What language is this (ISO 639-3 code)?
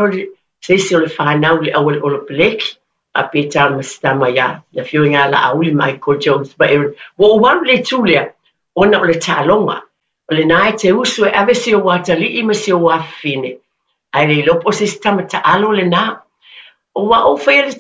smo